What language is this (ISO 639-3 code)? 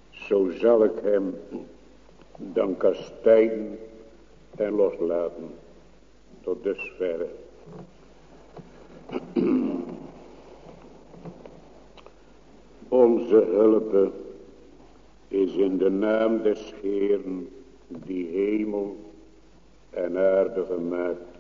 nld